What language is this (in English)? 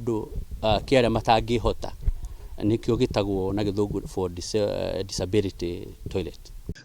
Kikuyu